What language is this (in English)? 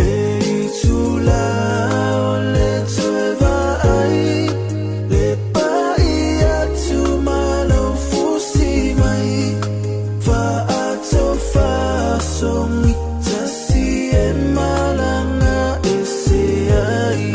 Samoan